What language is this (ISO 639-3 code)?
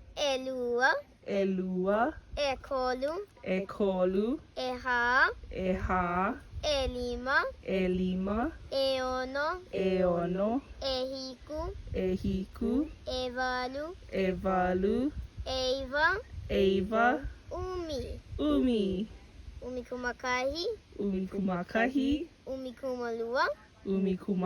haw